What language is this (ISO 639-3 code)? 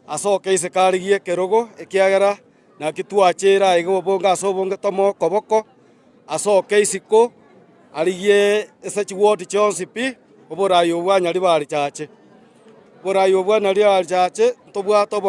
guz